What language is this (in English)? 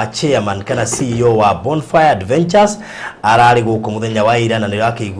Kikuyu